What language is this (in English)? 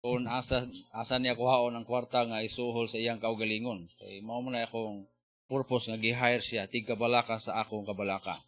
Cebuano